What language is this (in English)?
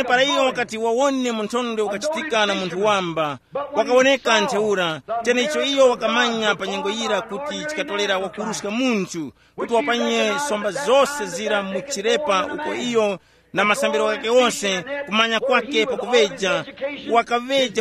Tumbuka